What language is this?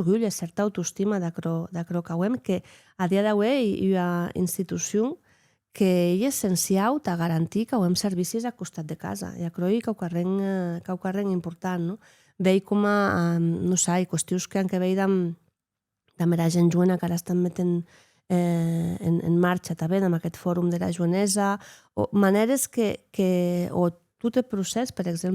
Occitan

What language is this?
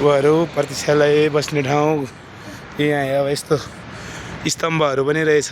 Nepali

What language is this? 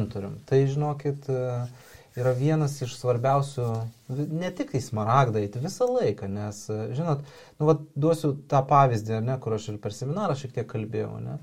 Lithuanian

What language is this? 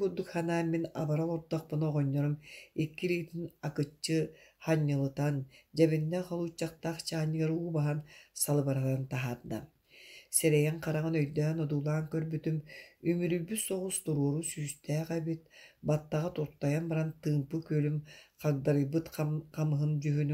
Yakut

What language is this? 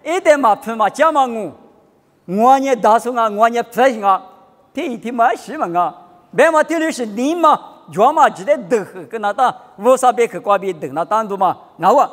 Lisu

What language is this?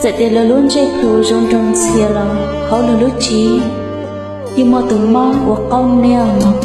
Hmong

